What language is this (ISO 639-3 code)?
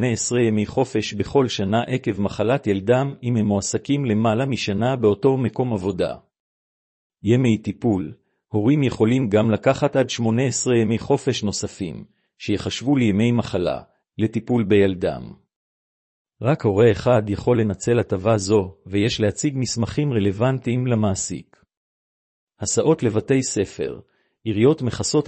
heb